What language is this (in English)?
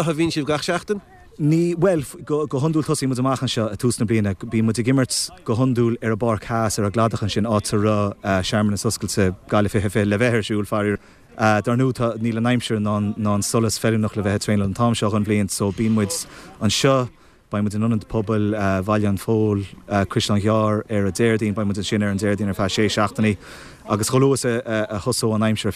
Irish